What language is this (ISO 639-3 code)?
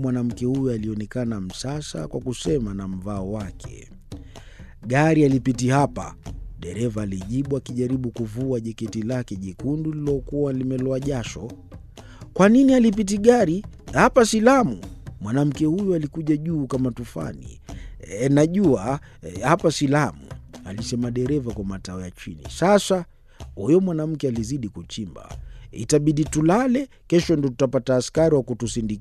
swa